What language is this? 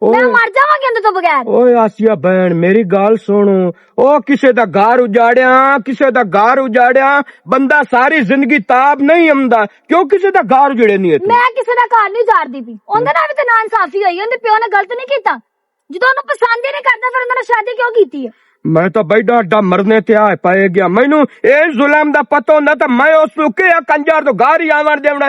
Western Panjabi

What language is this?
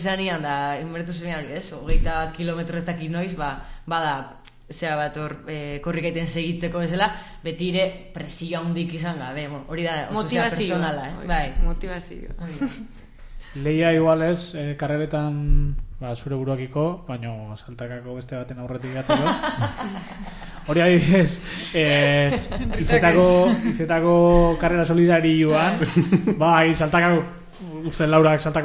Basque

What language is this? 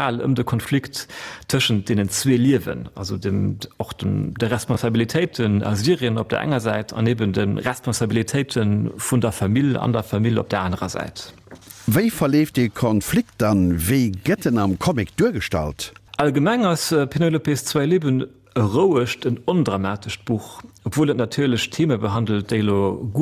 Luxembourgish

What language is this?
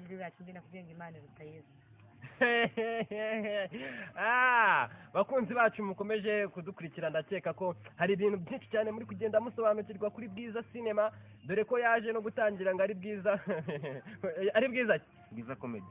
Kinyarwanda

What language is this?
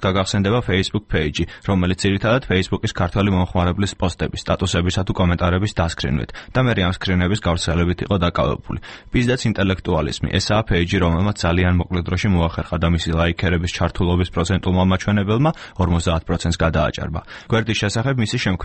Georgian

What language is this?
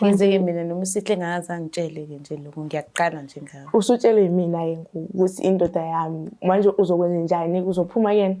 Zulu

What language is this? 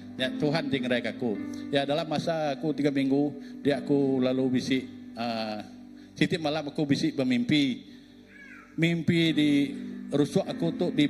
Iban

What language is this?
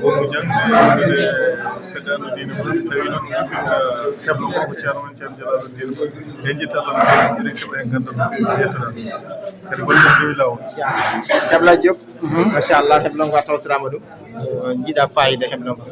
Fula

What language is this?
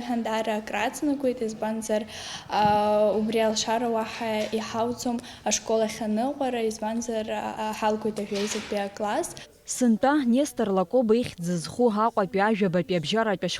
Abkhazian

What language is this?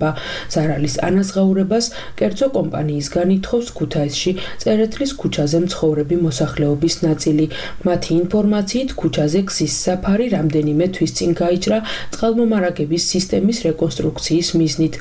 Georgian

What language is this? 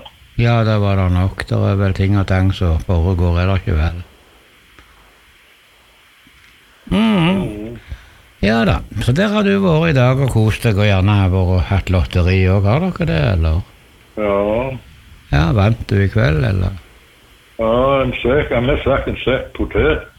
Norwegian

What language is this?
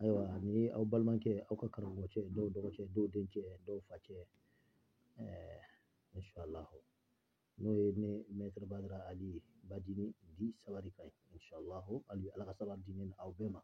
Bambara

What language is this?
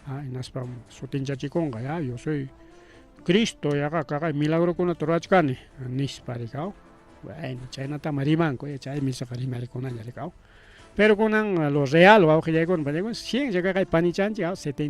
Ayacucho Quechua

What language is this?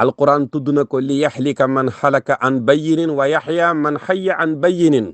Wolof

